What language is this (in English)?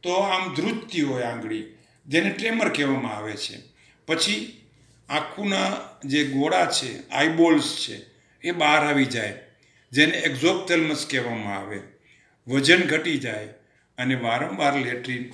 Gujarati